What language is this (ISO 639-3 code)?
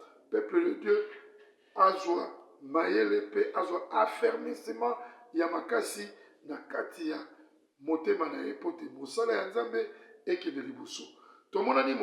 lin